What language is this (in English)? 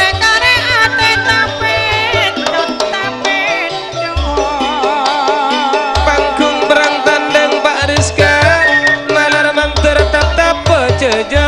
Madurese